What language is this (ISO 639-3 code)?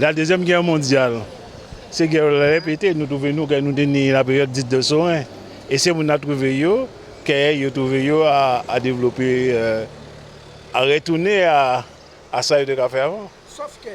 gcf